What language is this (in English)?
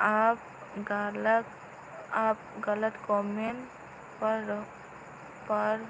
Kok Borok